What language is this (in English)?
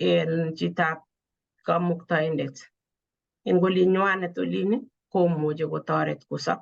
Kalenjin